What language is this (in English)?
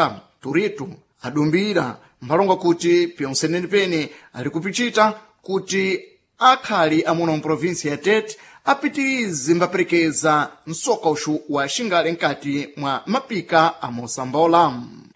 Sena